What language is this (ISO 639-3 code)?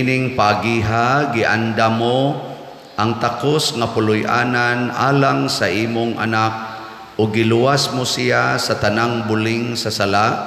ceb